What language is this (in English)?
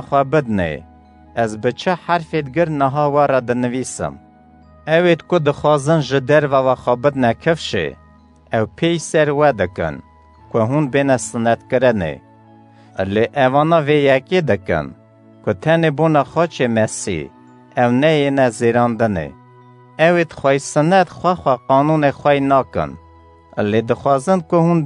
Kurdish